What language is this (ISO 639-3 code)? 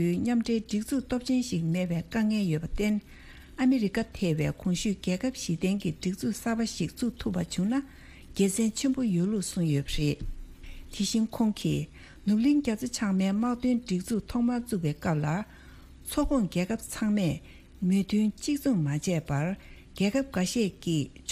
bod